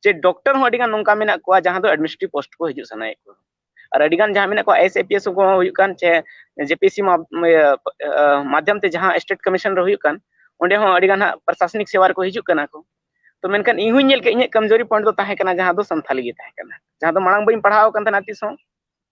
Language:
Santali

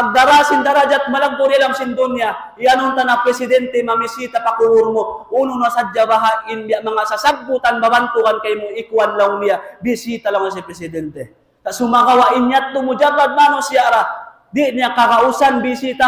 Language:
Tausug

